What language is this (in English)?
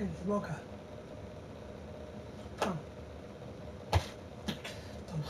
Swedish